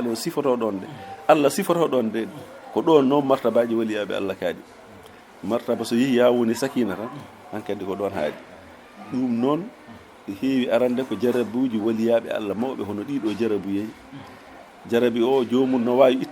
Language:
Fula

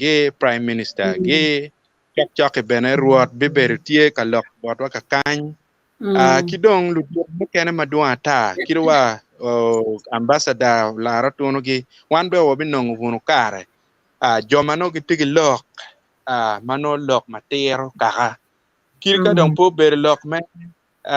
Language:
Acoli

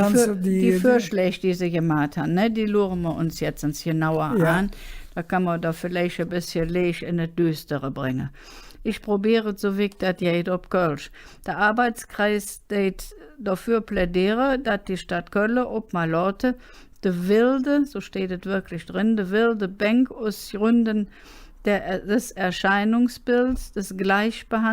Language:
Colognian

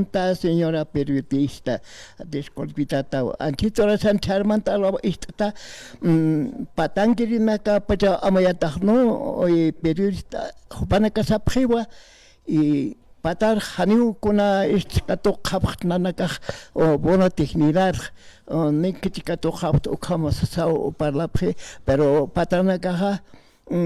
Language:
Aymara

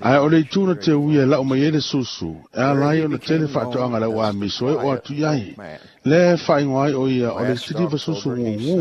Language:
Samoan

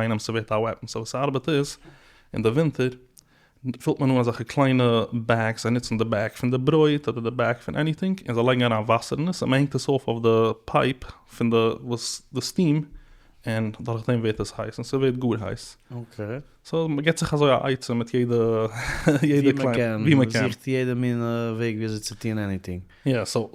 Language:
Yiddish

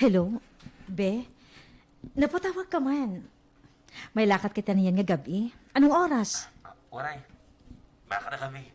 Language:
Waray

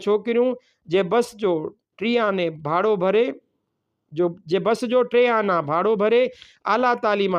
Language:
Sindhi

